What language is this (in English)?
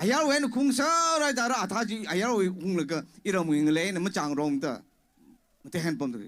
Tangkhul Naga (India)